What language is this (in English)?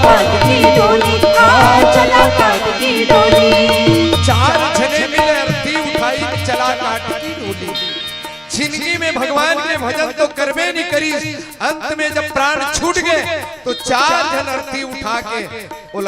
Chhattisgarhi